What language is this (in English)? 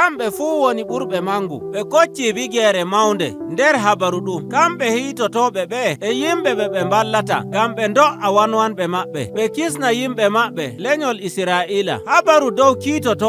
Nigerian Fulfulde